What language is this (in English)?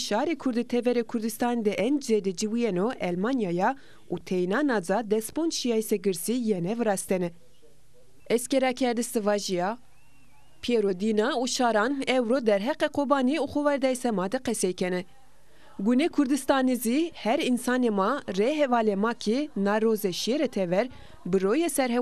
Zaza